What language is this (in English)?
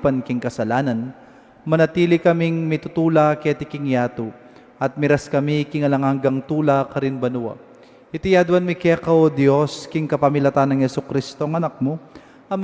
Pampanga